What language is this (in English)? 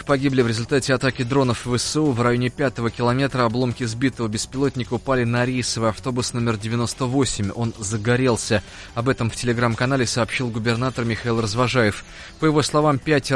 Russian